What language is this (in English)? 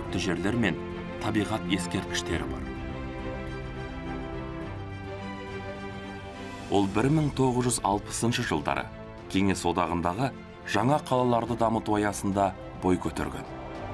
Kazakh